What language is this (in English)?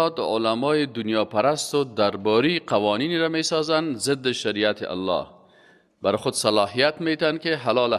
Persian